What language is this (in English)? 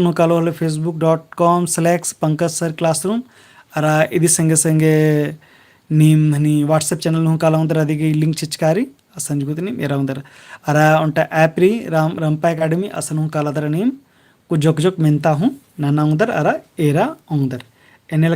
Kurukh